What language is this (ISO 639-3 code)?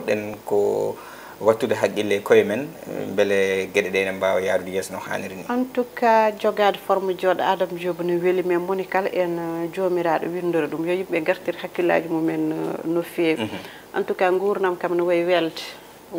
ful